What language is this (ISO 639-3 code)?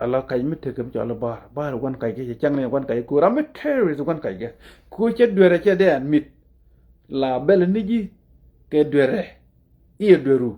nus